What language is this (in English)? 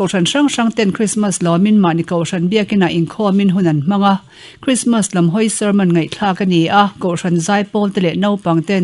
Mizo